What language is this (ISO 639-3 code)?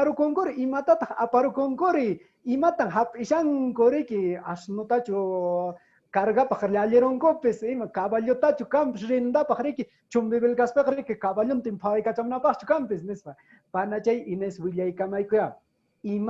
que